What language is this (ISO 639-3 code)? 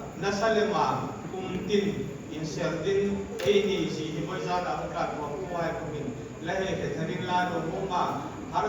hmr